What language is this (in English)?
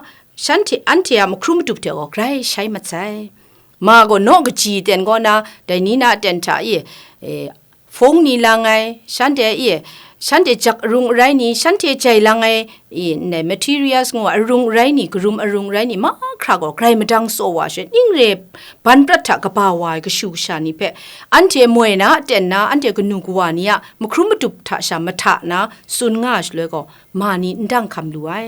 Kachin